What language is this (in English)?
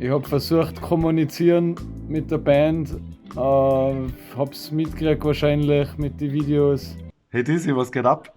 Bavarian